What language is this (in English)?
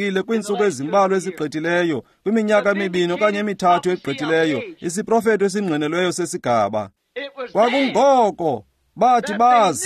Xhosa